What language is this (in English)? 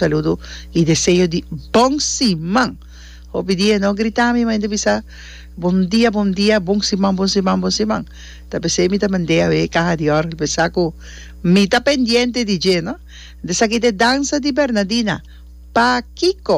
Papiamento